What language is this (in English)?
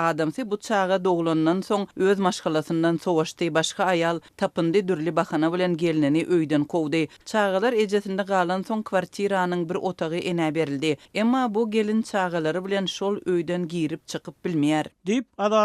Turkmen